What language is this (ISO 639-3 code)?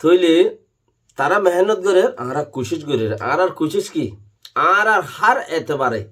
rhg